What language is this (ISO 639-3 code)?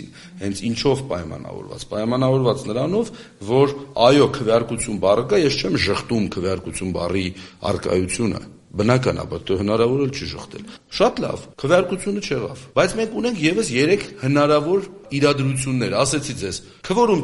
hye